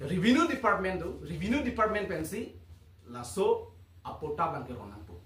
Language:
Karbi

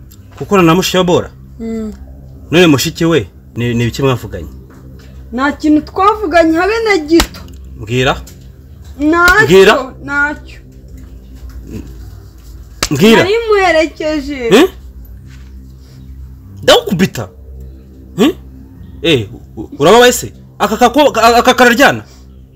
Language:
Kinyarwanda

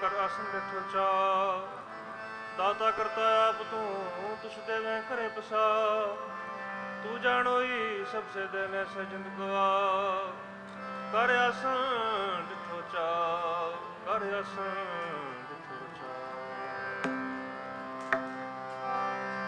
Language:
Punjabi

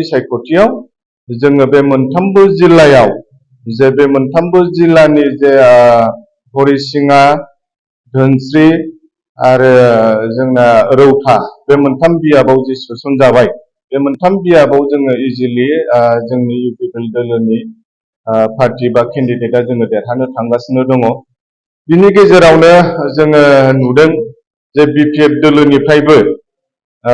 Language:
Bodo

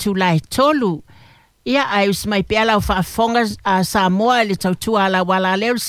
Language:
Samoan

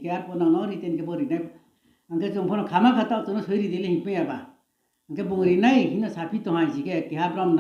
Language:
Riang (India)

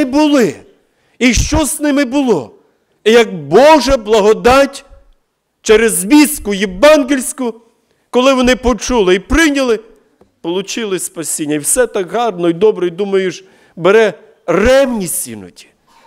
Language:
Ukrainian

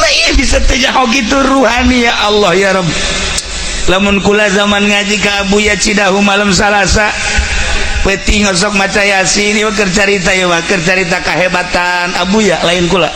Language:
Sundanese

